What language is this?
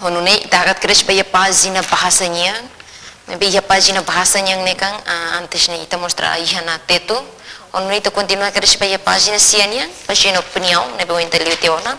Tetum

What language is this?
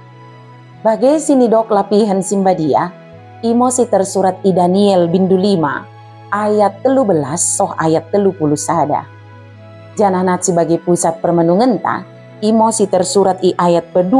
Batak Dairi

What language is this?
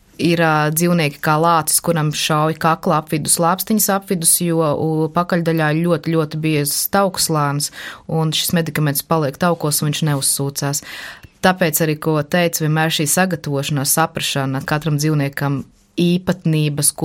Latvian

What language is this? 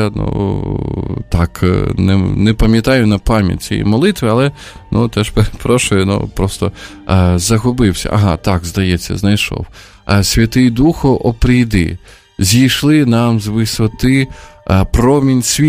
Ukrainian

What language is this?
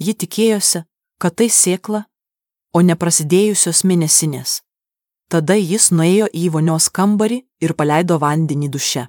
Lithuanian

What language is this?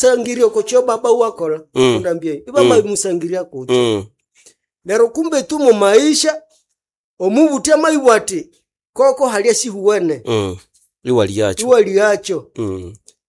Nande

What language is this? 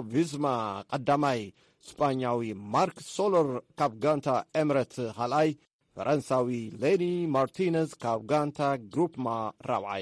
Tigrinya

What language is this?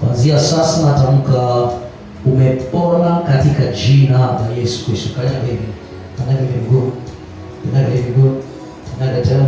Swahili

